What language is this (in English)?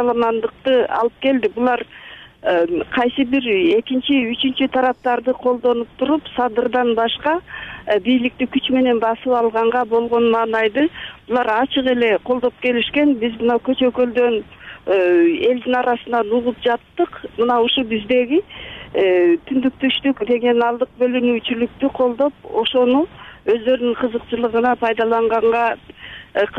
Kyrgyz